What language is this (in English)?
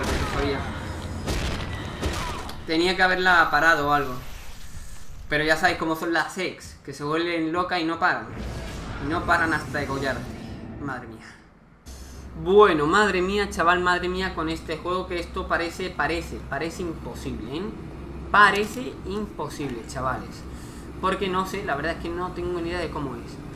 Spanish